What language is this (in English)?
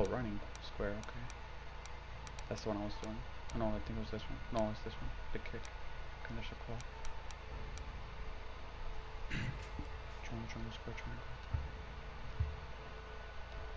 English